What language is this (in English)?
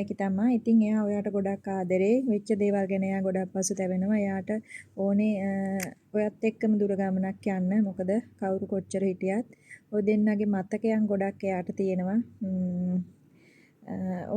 Sinhala